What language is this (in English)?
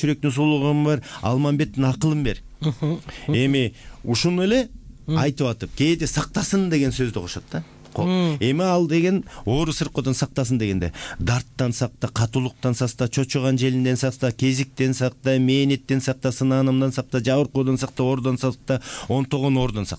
Kyrgyz